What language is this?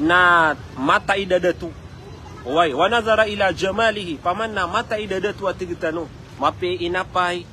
Maranao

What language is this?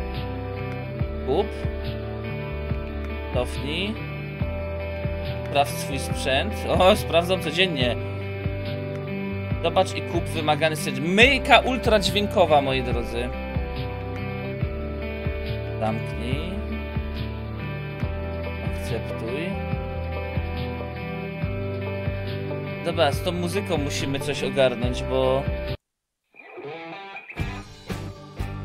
Polish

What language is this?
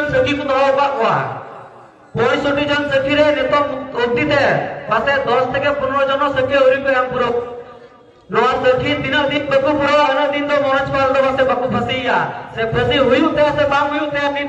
Santali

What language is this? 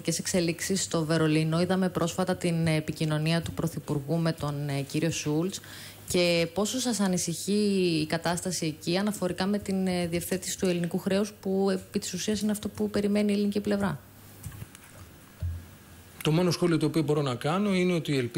Greek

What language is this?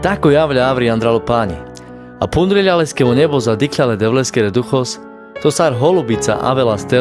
Carpathian Romani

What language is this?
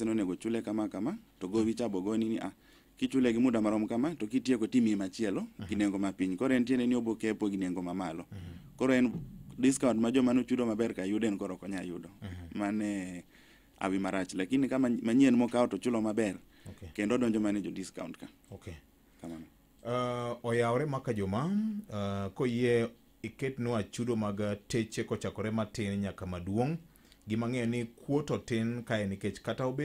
Luo (Kenya and Tanzania)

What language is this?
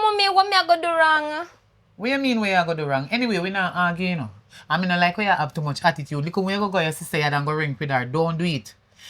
Jamaican Creole English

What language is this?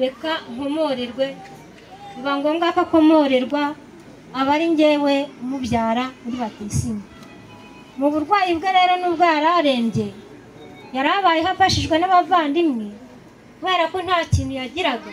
Kinyarwanda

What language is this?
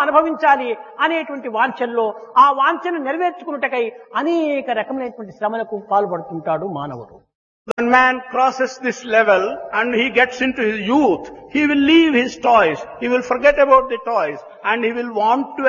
Telugu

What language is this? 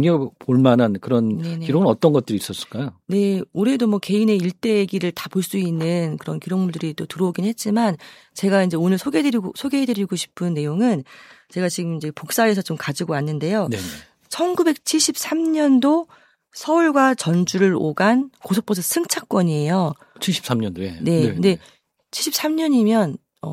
Korean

